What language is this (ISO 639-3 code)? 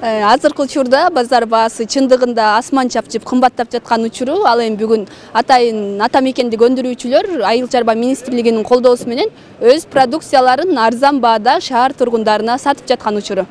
kir